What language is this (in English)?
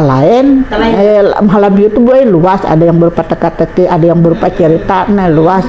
Banjar